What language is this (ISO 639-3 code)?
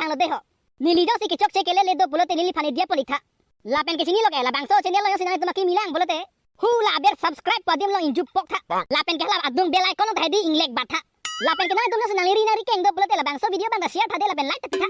mjw